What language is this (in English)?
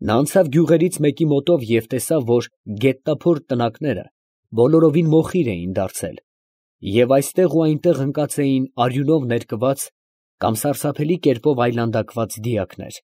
Armenian